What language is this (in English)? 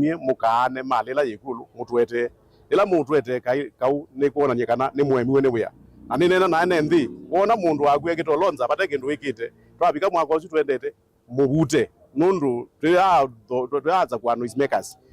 Kamba